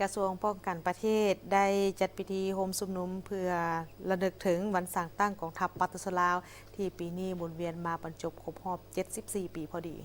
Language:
Lao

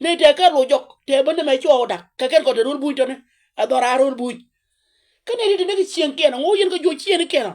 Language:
Nuer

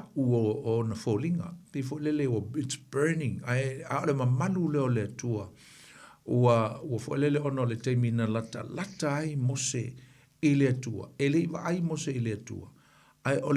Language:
Samoan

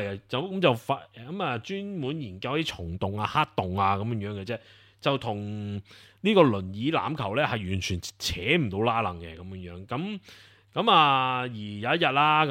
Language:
Cantonese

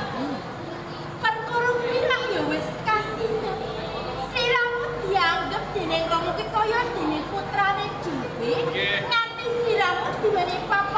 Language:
Javanese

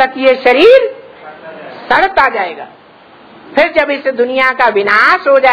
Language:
Hindi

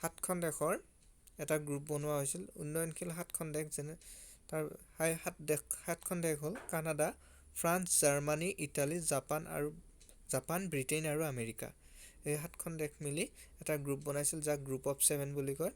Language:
Assamese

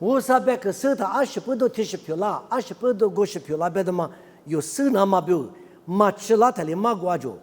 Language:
Lisu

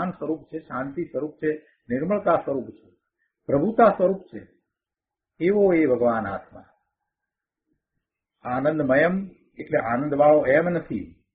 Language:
Gujarati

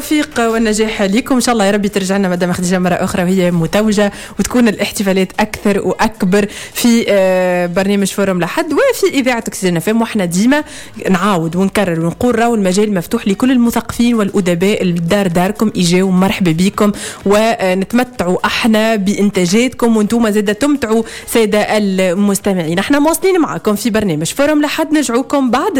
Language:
Tunisian Arabic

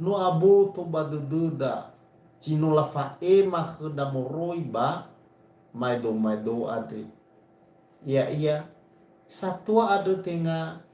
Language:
Nias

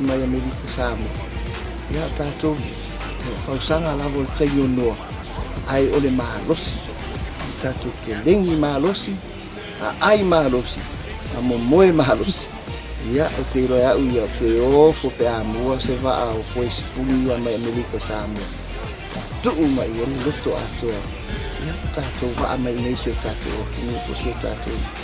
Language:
Samoan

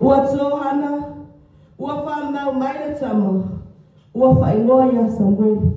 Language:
Samoan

